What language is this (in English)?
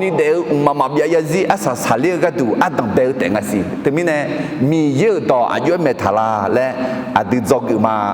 Akha